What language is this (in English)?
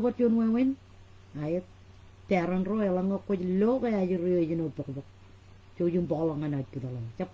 Marshallese